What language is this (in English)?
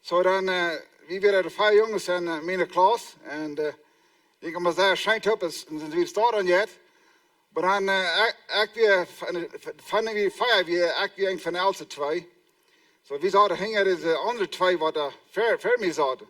Plautdietsch